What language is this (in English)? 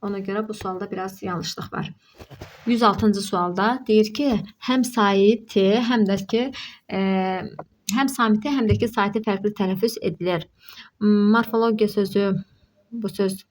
Azerbaijani